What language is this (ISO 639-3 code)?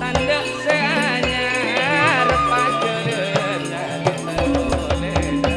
mad